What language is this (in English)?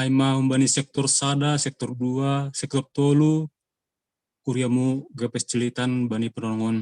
Batak Simalungun